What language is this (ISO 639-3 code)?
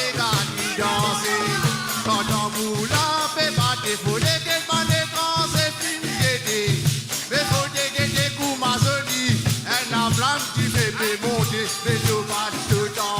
mfe